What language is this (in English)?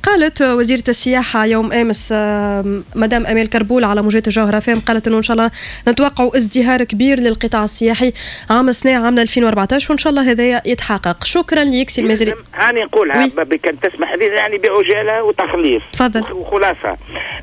Tunisian Arabic